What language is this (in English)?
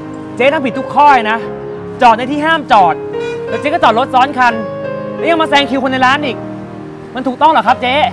Thai